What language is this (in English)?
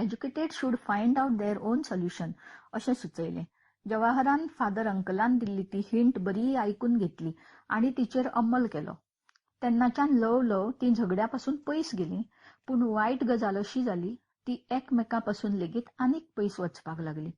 Konkani